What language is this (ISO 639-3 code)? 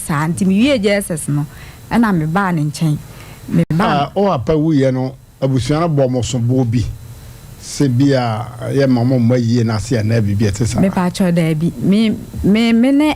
aka